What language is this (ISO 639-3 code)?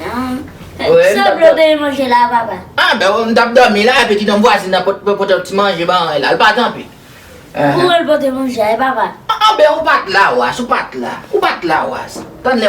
hat